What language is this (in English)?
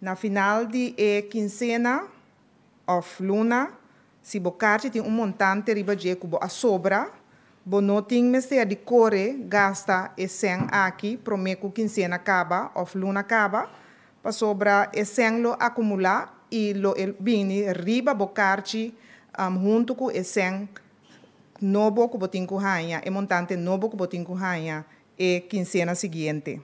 Papiamento